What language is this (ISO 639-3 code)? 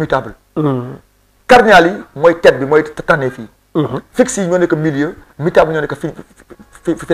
wol